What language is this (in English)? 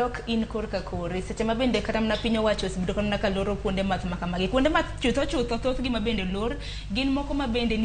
Luo (Kenya and Tanzania)